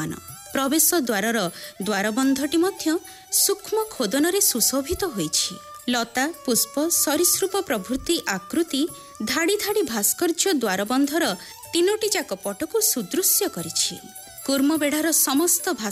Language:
Odia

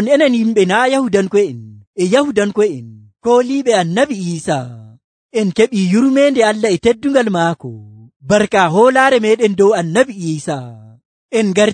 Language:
Nigerian Fulfulde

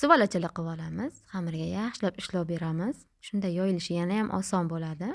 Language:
Uzbek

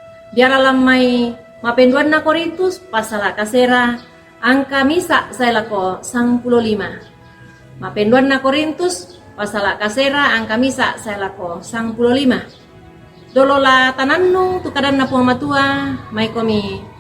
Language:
Toraja-Sa'dan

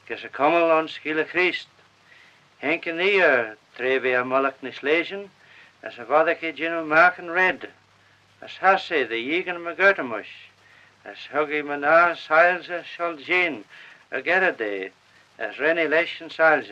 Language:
Manx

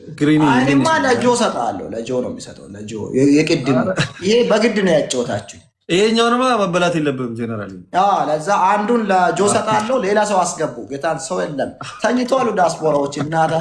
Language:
Amharic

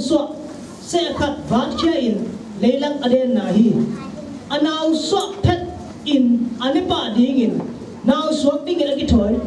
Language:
Tedim Chin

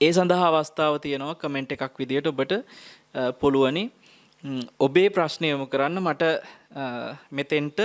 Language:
Sinhala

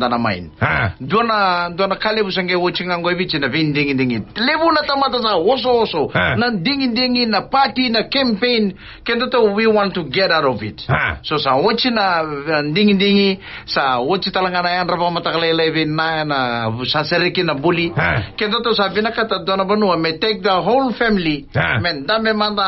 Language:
Fijian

